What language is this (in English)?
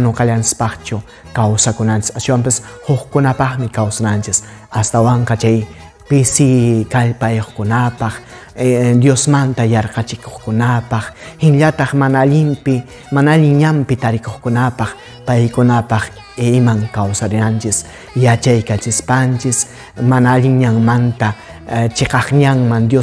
Quechua